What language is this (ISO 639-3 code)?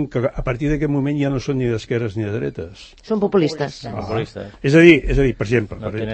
cat